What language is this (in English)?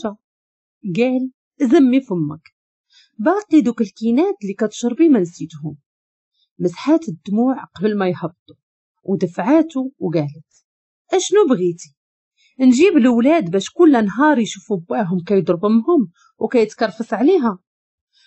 Moroccan Arabic